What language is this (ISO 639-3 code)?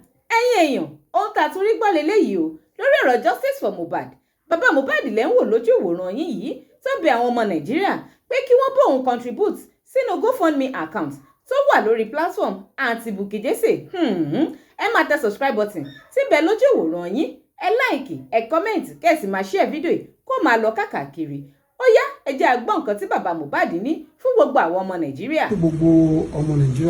yor